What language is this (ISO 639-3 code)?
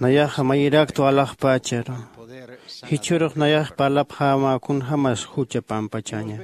aym